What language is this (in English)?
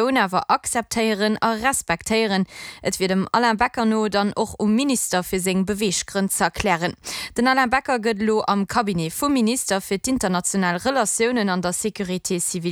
Luxembourgish